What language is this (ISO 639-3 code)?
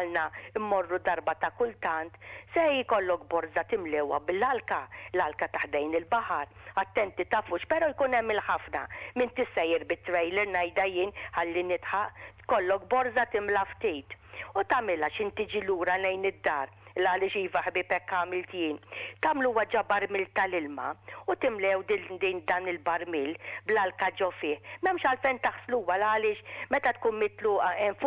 mlt